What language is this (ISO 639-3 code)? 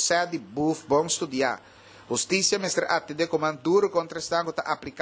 pap